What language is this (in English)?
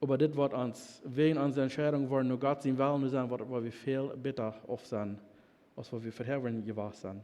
Plautdietsch